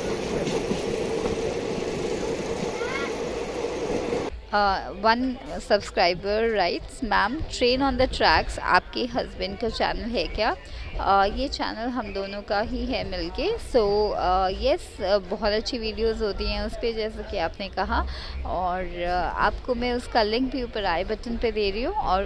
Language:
Hindi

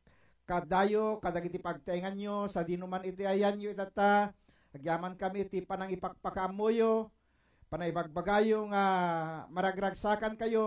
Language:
Iloko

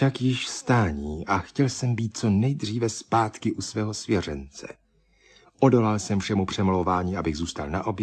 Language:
Czech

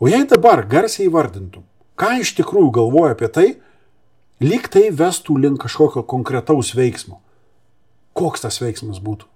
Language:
Lithuanian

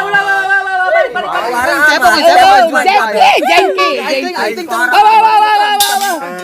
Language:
Sundanese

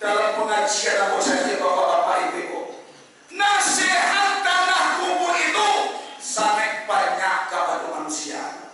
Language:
Minangkabau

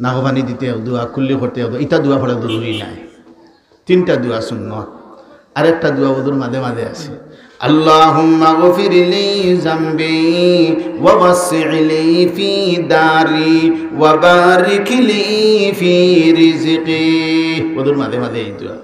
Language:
Sylheti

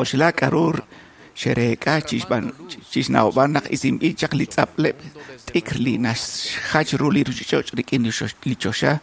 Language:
Kekchí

